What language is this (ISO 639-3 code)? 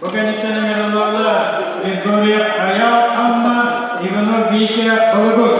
sah